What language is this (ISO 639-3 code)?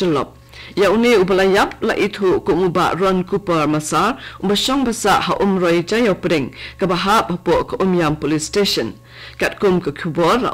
kha